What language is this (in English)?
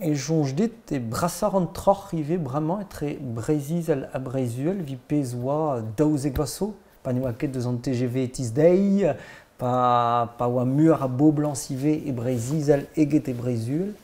Breton